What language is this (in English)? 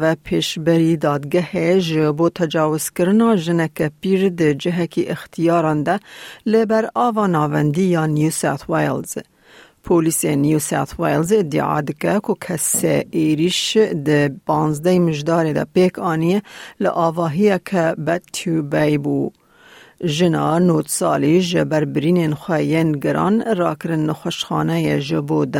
Kurdish